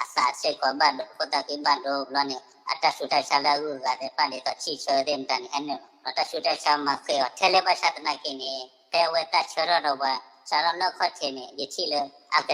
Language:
S'gaw Karen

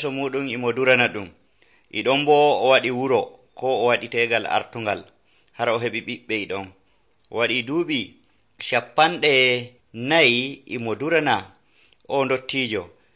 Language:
Nigerian Fulfulde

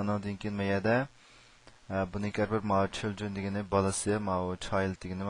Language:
Uyghur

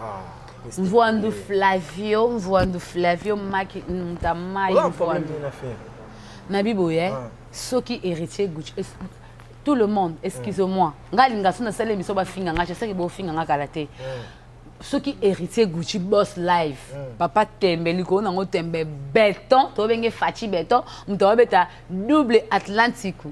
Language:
Lingala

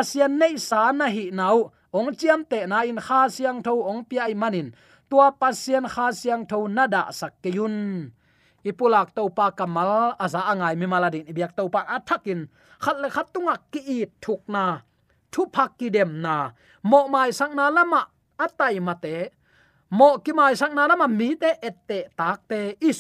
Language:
Tedim Chin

